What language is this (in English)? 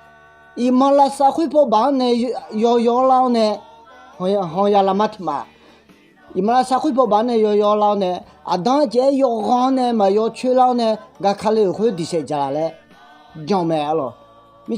Akha